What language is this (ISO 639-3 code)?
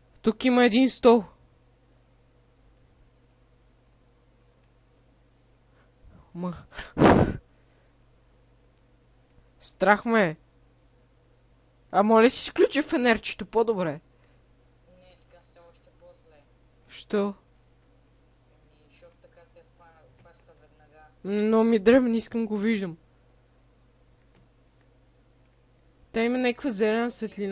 bul